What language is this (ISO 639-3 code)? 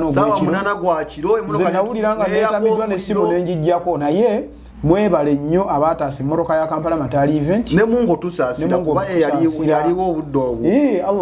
lug